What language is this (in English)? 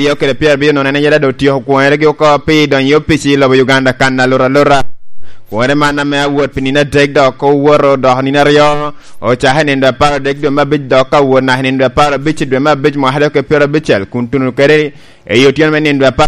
Lango (Uganda)